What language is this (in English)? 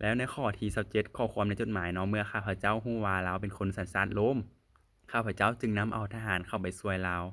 Lao